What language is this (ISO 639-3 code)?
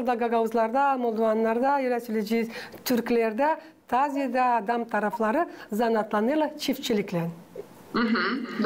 gag